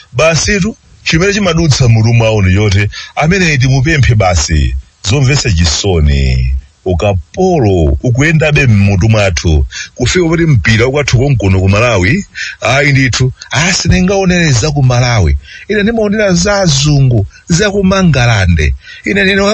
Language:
Nyanja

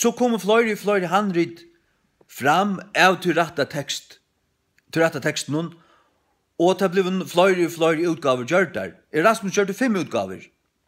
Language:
Faroese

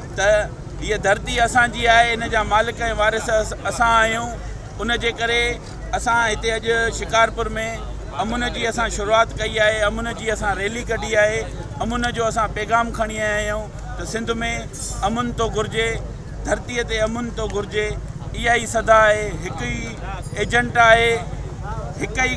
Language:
Sindhi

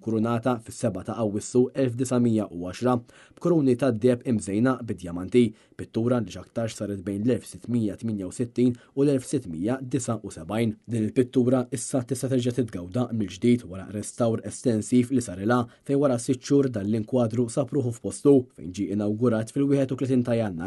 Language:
Maltese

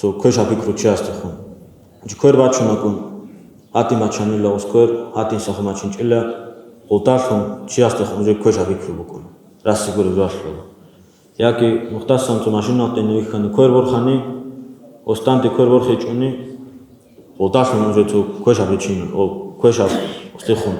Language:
Avaric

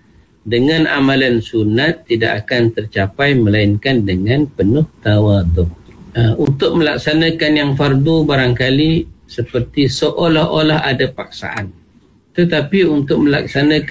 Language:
Malay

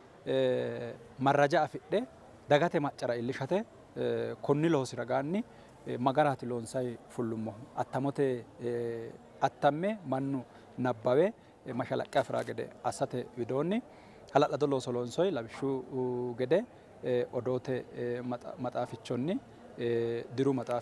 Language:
Sidamo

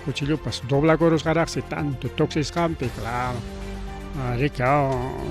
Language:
Ayacucho Quechua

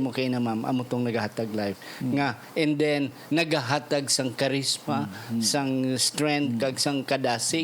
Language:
Hiligaynon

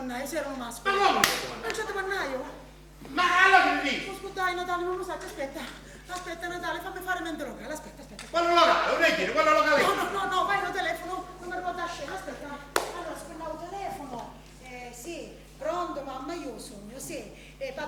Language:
Sicilian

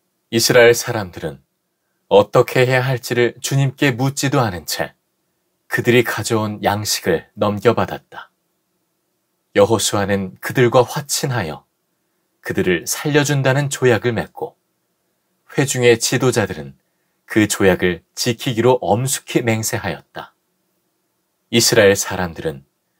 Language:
Korean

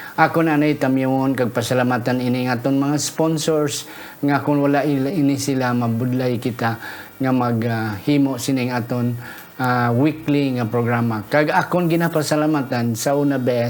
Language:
Hiligaynon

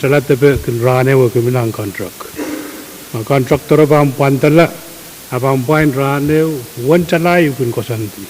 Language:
Pohnpeian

